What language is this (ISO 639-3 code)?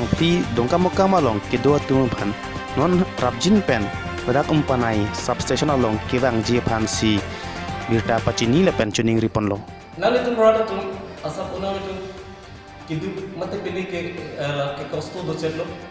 mjw